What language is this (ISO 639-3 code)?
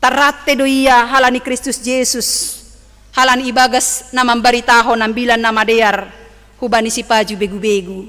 bts